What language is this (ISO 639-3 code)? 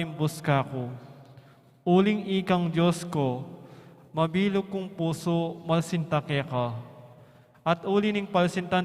pam